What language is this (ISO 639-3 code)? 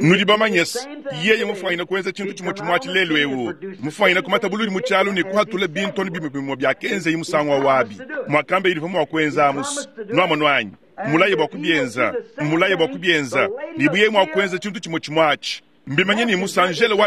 lua